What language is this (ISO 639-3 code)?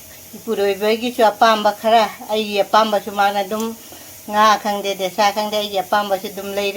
mni